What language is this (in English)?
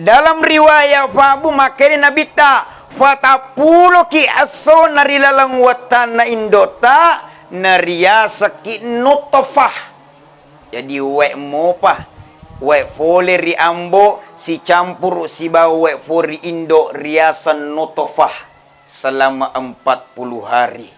Buginese